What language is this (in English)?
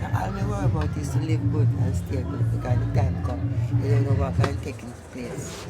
Jamaican Creole English